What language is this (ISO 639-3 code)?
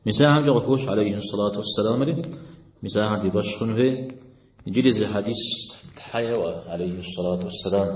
kbd